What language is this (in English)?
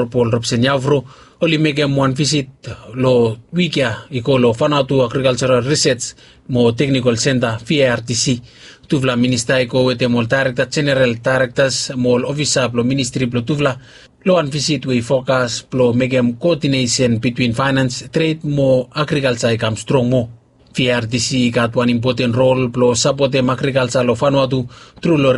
Bislama